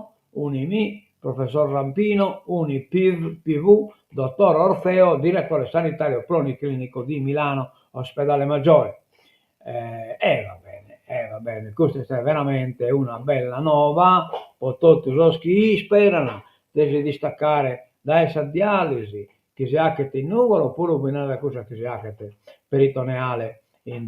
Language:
Sardinian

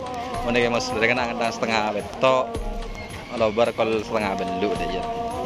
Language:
Madurese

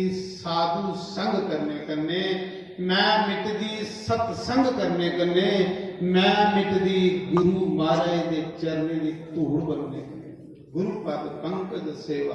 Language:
Dogri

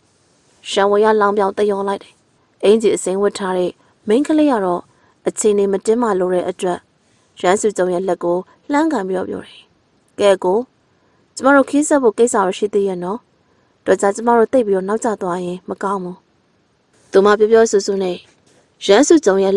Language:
Burmese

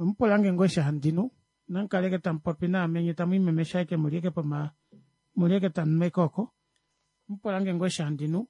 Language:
Kuanyama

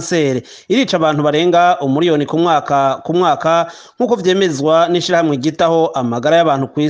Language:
Rundi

